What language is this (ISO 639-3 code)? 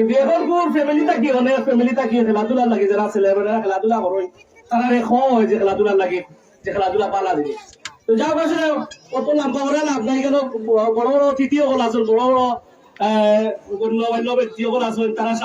syl